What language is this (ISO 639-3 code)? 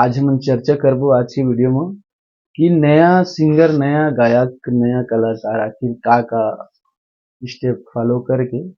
hne